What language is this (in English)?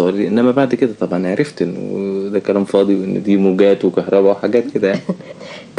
Egyptian Arabic